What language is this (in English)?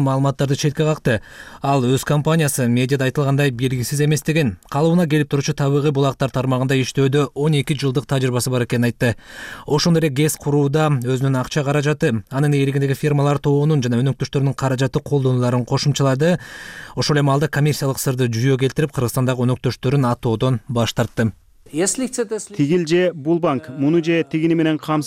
Kyrgyz